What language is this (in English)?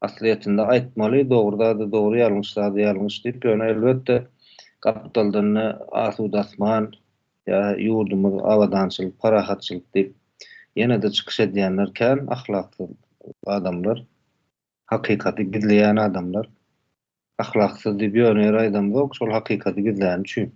Turkmen